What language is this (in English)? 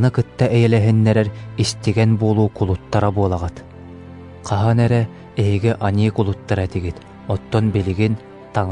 Yakut